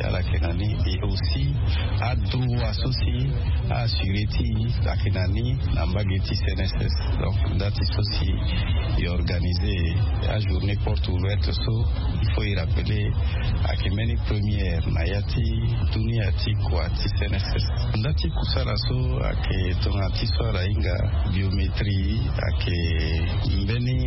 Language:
Sango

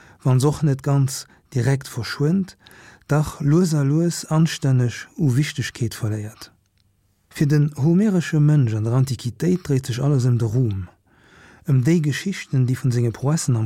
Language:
Luxembourgish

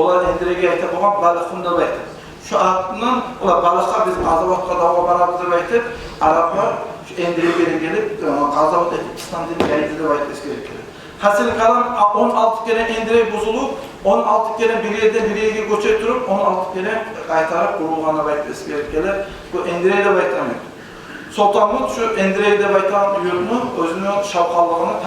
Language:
Kumyk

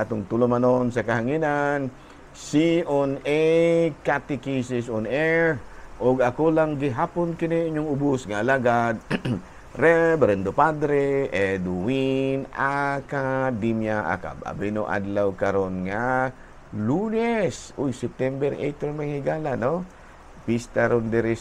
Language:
Cebuano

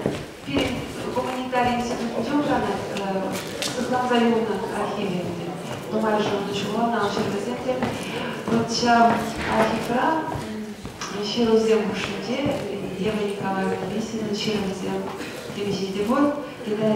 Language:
Chuvash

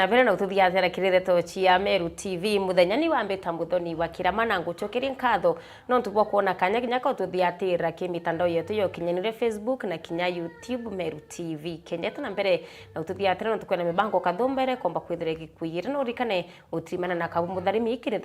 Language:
Meru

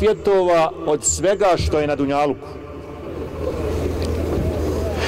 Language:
Bosnian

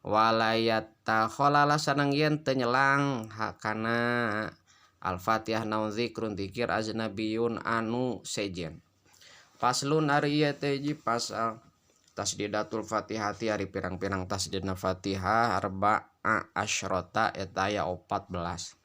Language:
Sundanese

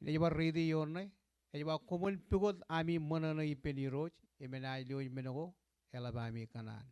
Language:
Marshallese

